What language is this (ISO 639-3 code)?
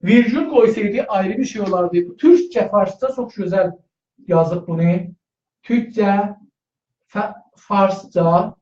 azb